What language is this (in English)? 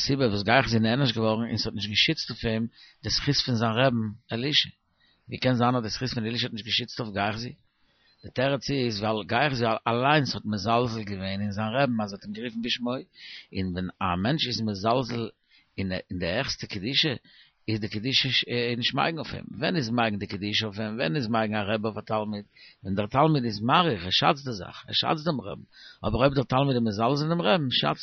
Yiddish